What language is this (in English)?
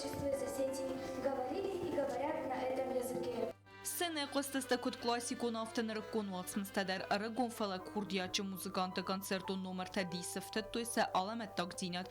Ossetic